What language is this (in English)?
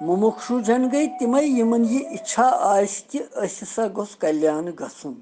Kashmiri